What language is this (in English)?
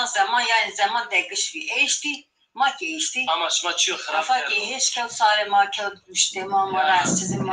Zaza